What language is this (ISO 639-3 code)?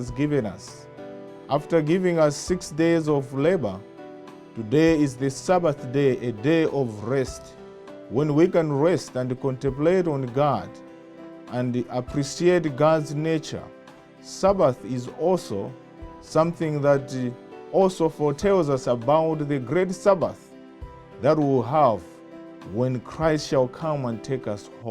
eng